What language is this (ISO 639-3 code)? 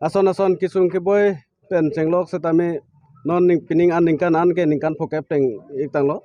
mjw